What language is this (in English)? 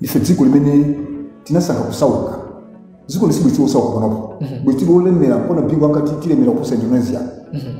Nyanja